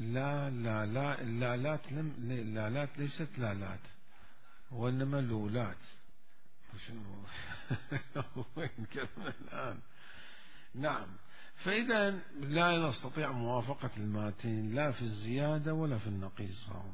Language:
Mesopotamian Arabic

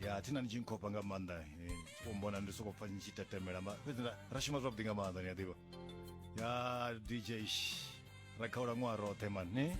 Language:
Venda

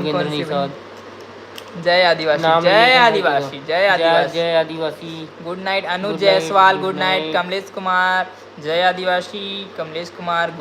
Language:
Chhattisgarhi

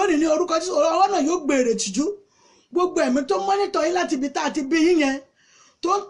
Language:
Yoruba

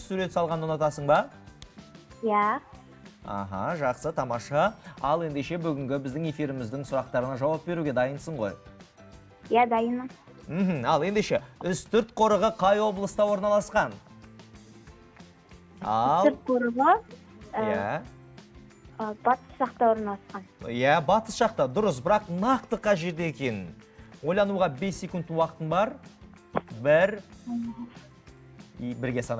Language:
Kazakh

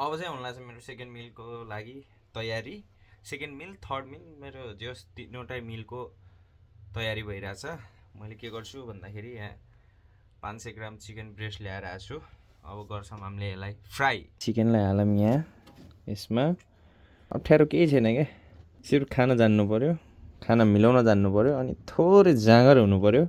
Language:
Nepali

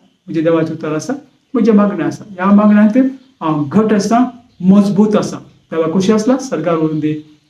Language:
Konkani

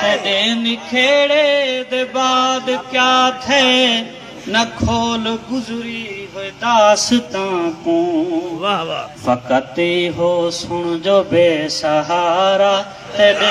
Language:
Saraiki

